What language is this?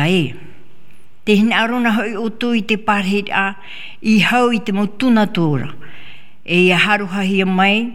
Tahitian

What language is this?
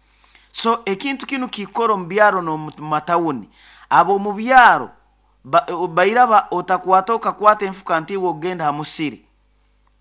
Nyoro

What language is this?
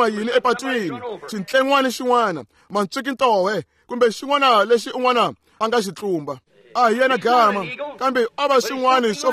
Tsonga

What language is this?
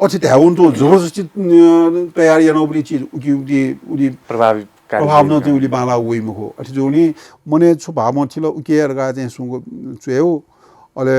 Newari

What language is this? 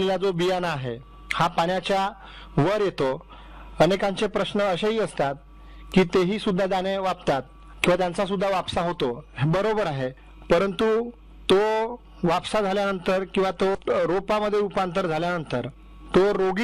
Marathi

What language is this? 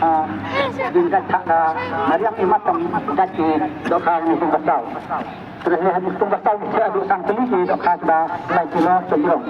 Khasi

